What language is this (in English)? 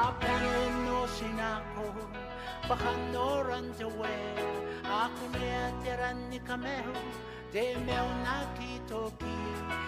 Gilbertese